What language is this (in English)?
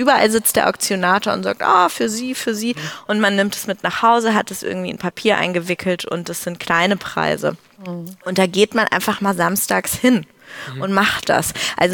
German